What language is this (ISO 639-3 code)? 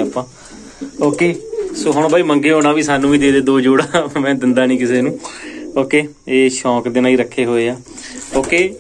pan